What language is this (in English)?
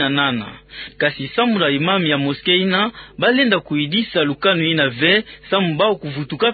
Kituba (Democratic Republic of Congo)